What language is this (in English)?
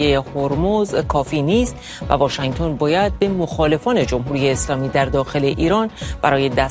Persian